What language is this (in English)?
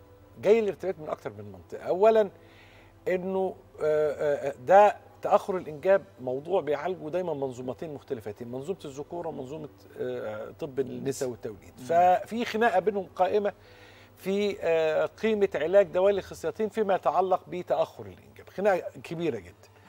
Egyptian Arabic